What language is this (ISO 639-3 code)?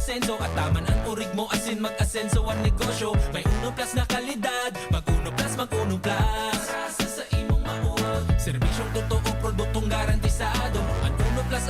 bik